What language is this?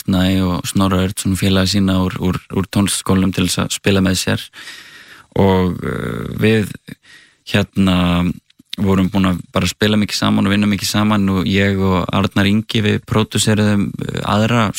Icelandic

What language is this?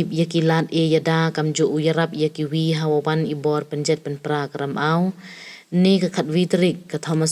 Pnar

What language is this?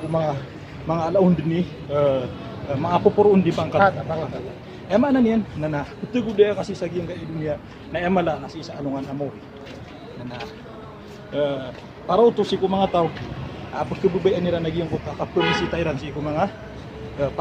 Maranao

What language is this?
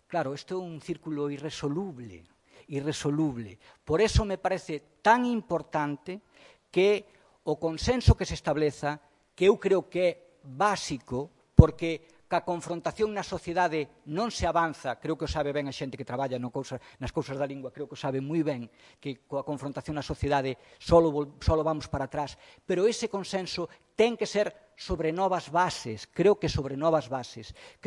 Galician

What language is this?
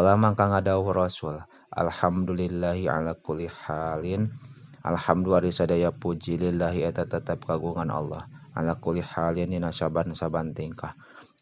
Sundanese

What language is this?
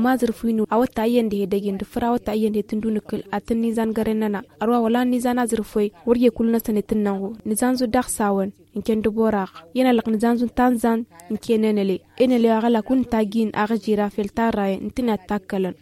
Zarma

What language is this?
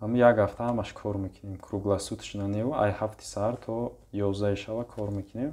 Tajik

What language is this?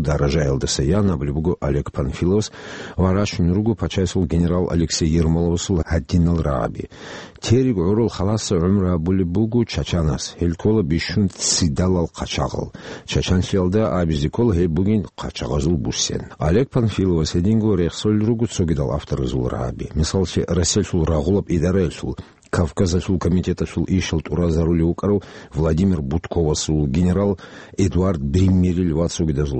Avaric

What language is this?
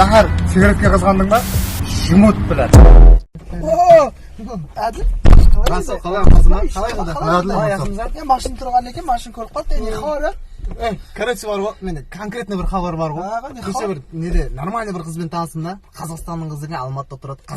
Kara-Kalpak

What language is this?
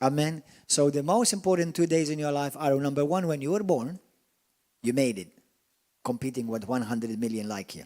English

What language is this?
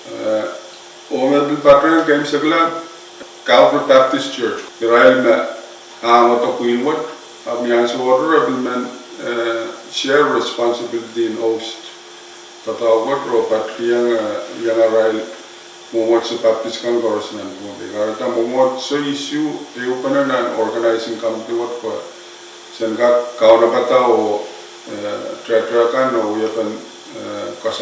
Pohnpeian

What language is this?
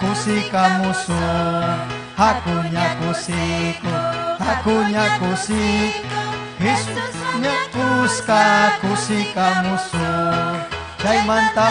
Ayacucho Quechua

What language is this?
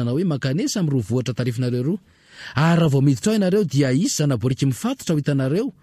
Malagasy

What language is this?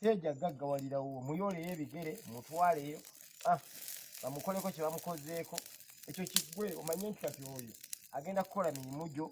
Ganda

